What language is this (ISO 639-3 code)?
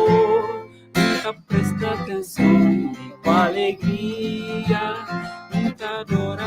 kea